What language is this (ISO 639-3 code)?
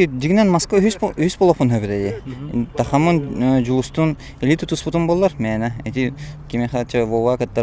sah